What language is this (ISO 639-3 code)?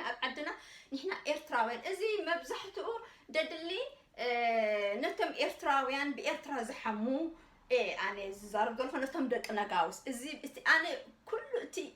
tir